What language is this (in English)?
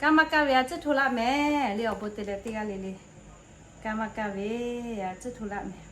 Lahu